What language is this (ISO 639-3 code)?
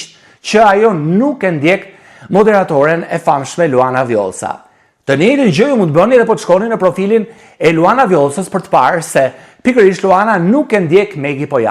sqi